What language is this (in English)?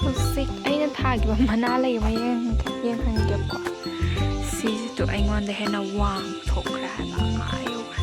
Manipuri